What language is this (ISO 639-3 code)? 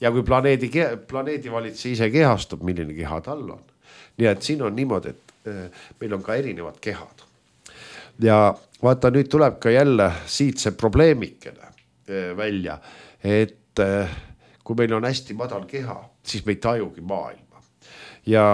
est